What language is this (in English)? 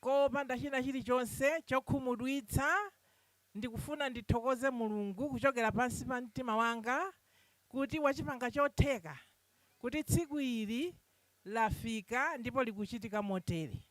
Nyanja